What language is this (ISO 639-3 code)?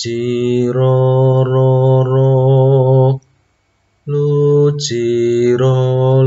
jav